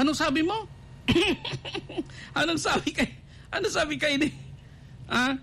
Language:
Bikol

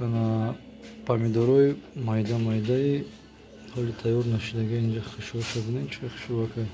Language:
Tajik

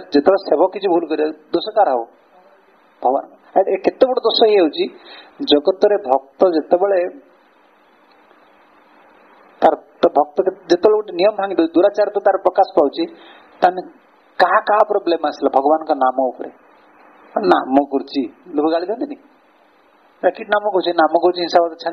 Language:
Odia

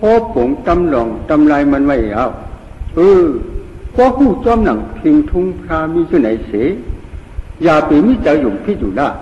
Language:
Shan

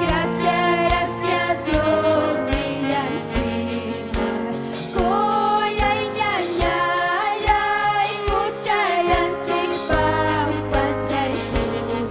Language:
Ayacucho Quechua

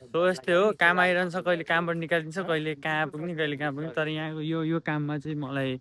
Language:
Nepali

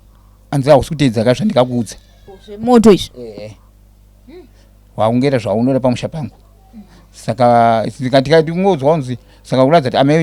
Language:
Shona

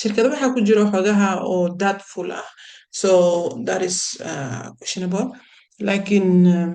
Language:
Somali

